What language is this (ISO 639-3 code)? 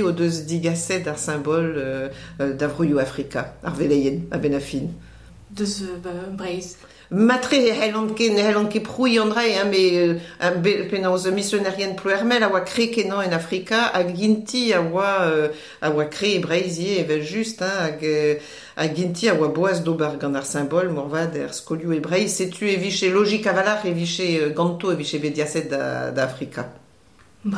bre